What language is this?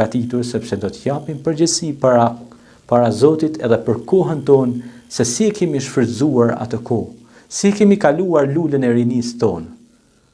Albanian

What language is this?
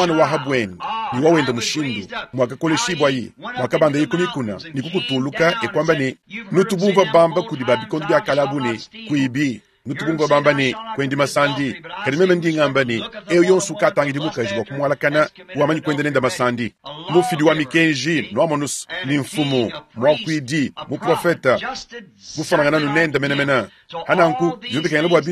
Luba-Lulua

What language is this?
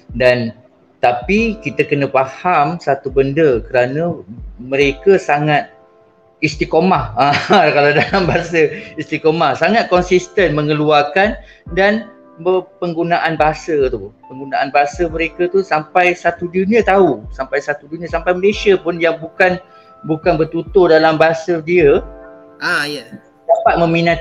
Malay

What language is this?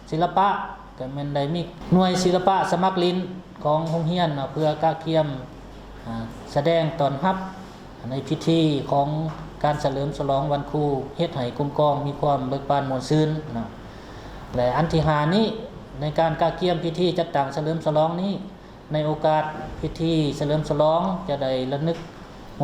Lao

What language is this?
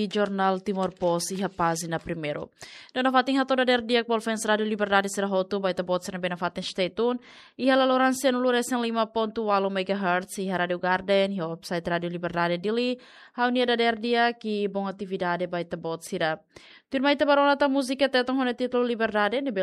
Tetum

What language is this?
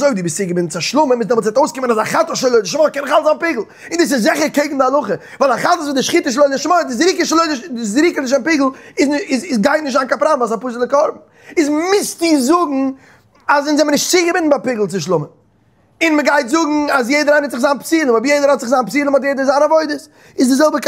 Yiddish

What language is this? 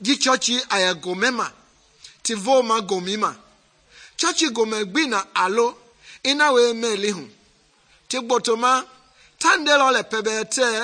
Mende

